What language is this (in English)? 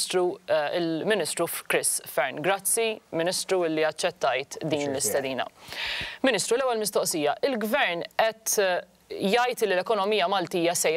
Maltese